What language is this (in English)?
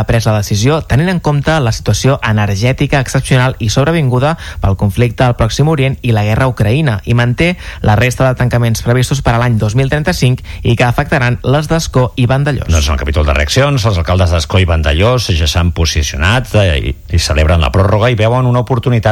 Catalan